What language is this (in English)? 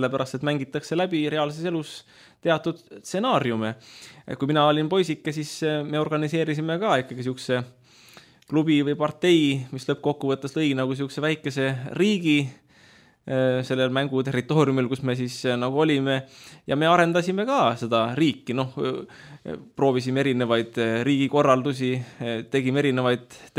Estonian